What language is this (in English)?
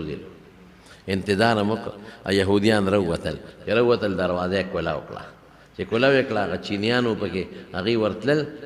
Pashto